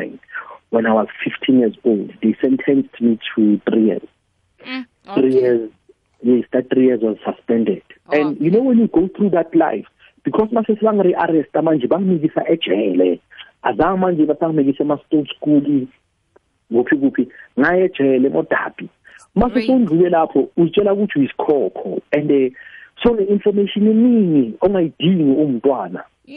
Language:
South Ndebele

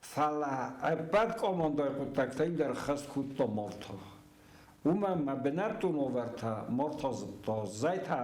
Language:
Ossetic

